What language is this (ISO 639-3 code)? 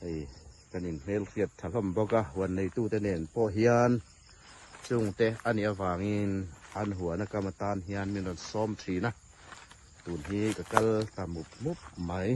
hmr